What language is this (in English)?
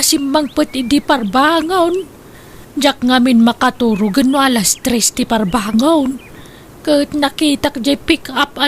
Iloko